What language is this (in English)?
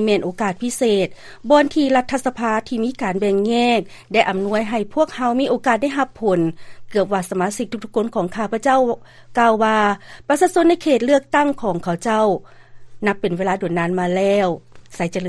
Lao